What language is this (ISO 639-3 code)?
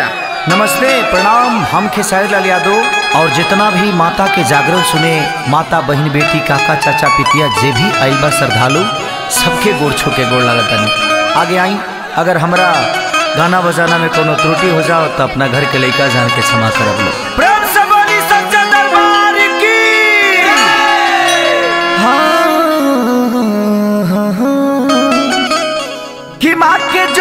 bho